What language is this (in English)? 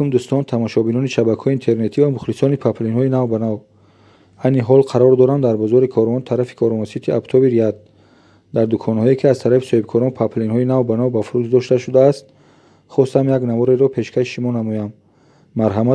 Tajik